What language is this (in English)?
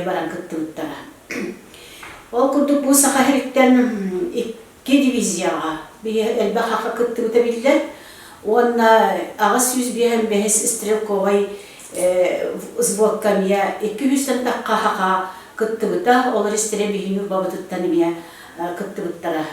Yakut